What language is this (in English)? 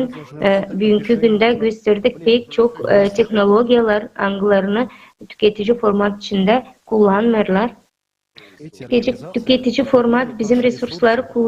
Gagauz